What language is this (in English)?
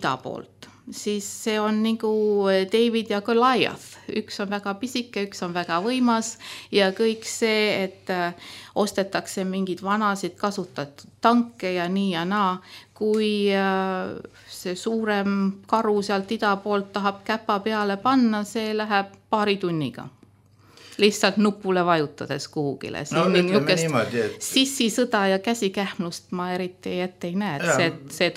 Estonian